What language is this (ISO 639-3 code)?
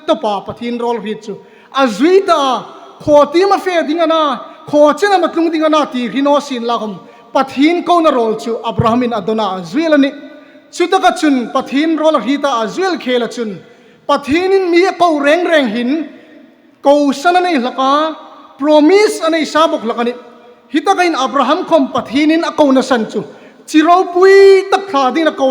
hmr